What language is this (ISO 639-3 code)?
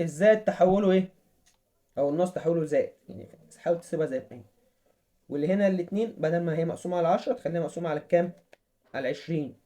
arz